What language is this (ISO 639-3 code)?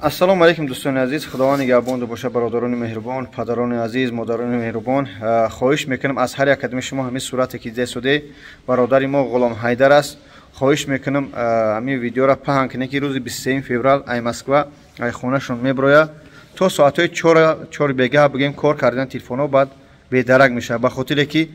tgk